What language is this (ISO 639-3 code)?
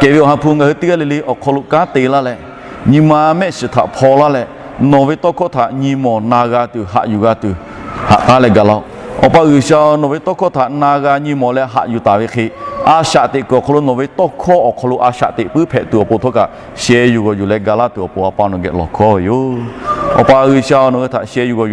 lhu